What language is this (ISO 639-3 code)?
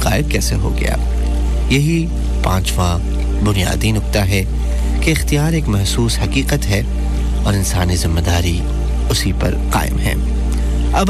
urd